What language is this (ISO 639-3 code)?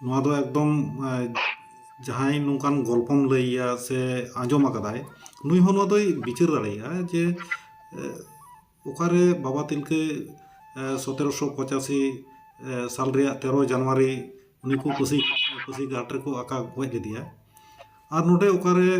sat